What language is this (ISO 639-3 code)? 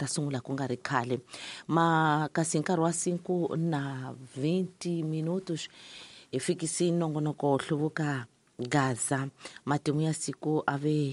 tso